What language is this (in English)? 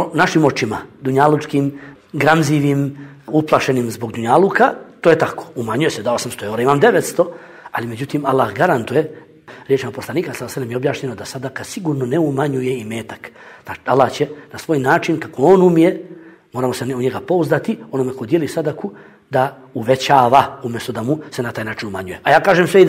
Bosnian